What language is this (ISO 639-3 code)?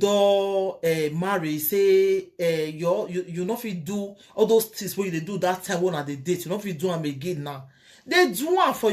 pcm